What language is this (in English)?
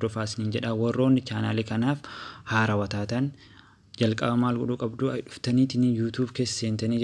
Oromo